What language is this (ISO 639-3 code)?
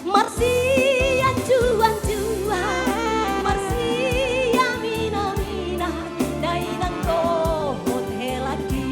bbc